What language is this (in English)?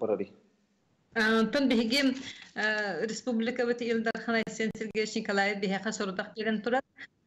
Yakut